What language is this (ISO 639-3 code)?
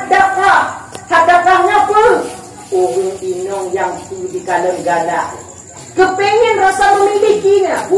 ace